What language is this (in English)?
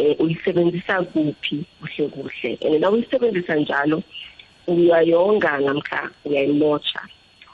South Ndebele